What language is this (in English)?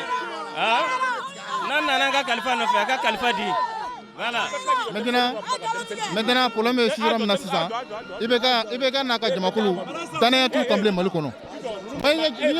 Bambara